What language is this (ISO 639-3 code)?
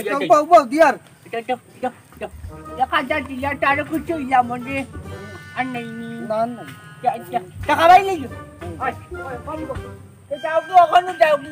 syl